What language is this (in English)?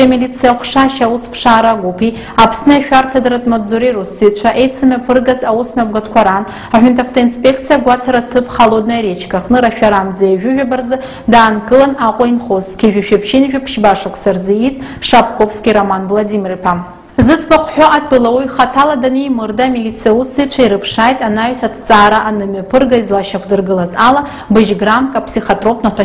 Abkhazian